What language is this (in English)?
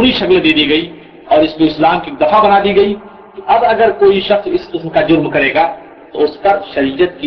Urdu